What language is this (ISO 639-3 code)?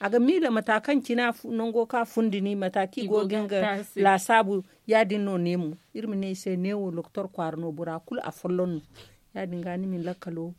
dje